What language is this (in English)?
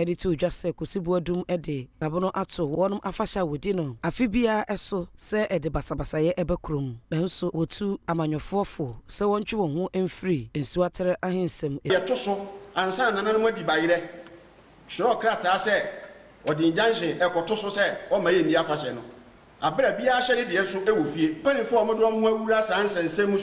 Akan